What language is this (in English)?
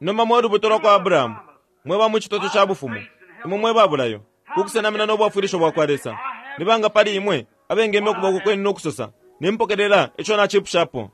Bemba